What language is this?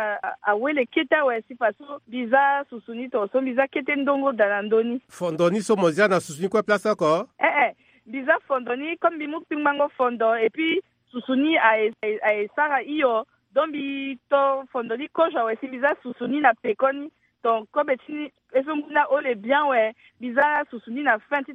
Sango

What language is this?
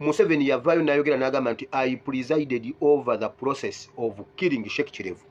Ganda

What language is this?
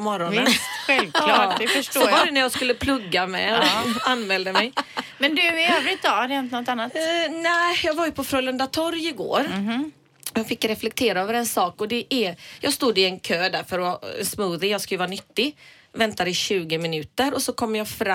Swedish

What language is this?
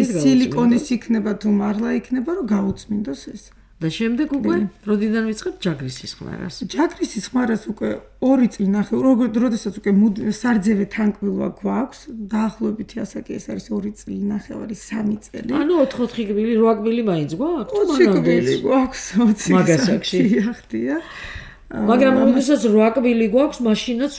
Georgian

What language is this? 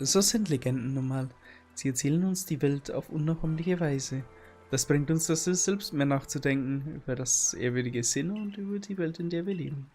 Bavarian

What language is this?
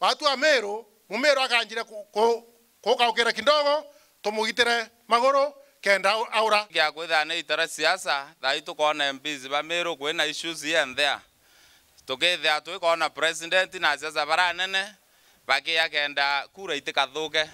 Meru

